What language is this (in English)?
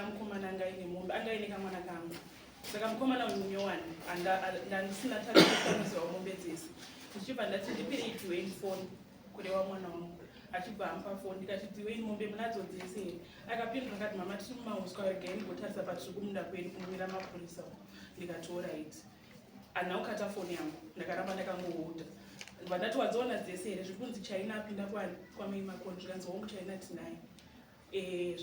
Shona